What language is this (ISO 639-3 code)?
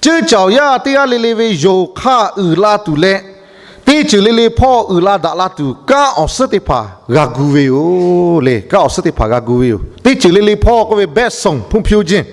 lhu